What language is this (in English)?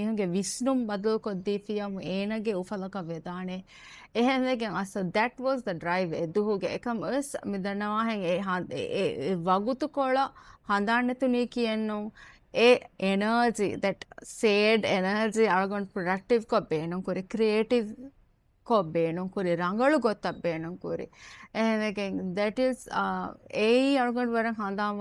Divehi